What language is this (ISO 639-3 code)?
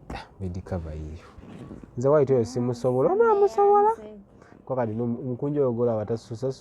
lug